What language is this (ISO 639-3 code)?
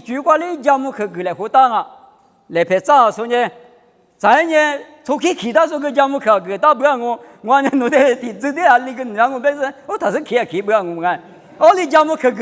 lis